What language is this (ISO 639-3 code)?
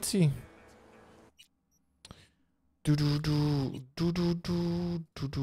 pol